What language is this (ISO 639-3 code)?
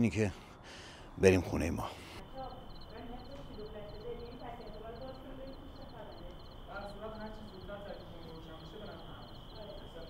fas